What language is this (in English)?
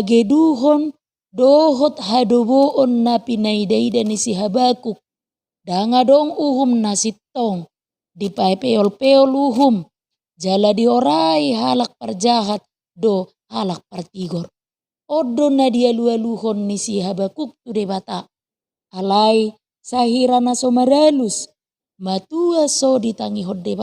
Batak Toba